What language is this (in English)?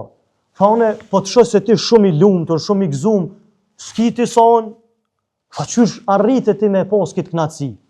Albanian